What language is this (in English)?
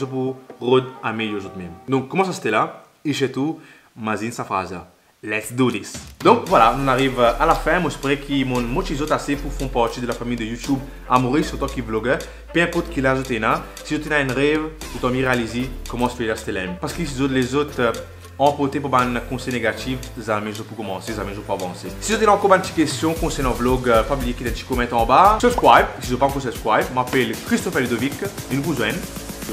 Morisyen